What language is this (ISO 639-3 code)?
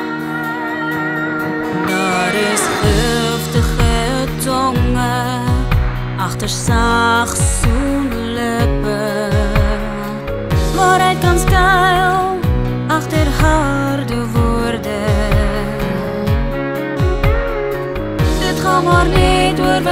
afr